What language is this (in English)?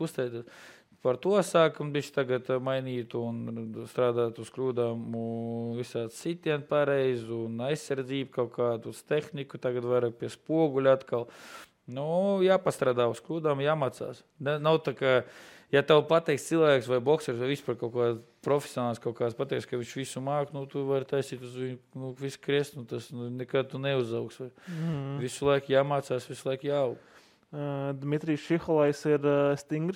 Latvian